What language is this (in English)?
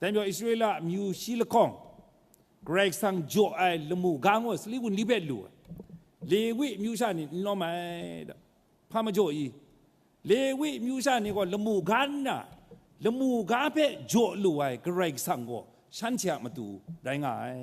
Kachin